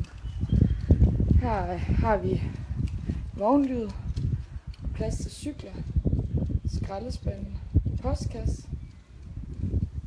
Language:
Danish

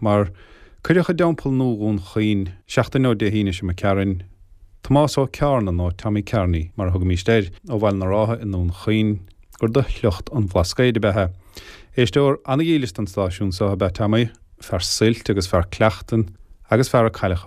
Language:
Irish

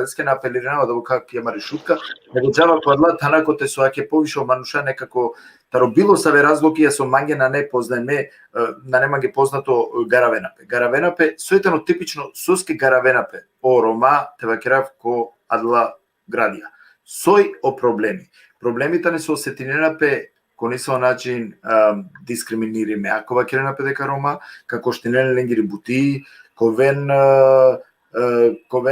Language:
Balkan Romani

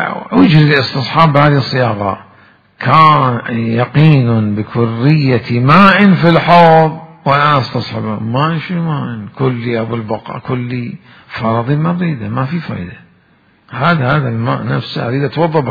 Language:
Mesopotamian Arabic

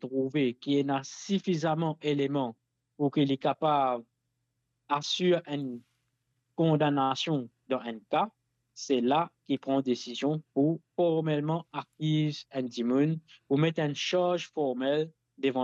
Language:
Morisyen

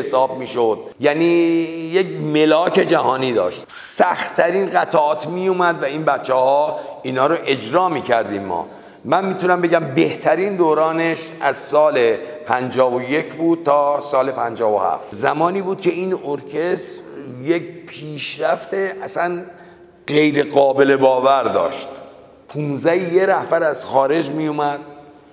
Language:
Persian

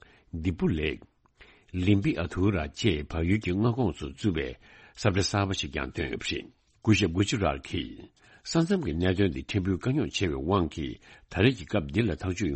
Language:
Tibetan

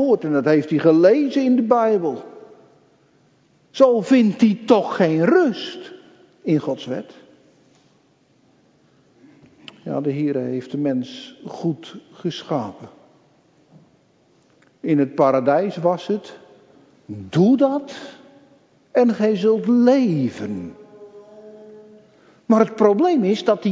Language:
Dutch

